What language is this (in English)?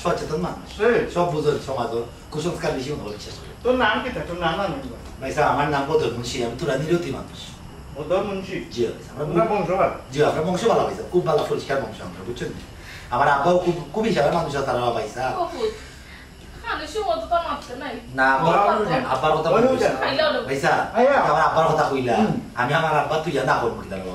Sylheti